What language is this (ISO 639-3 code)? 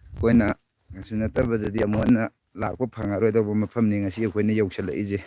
mni